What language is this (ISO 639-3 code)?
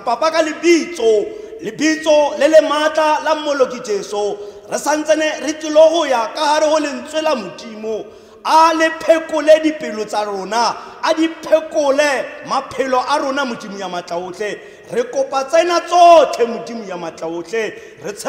tsn